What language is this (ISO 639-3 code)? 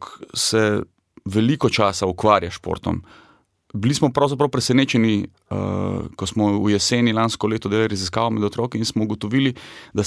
slv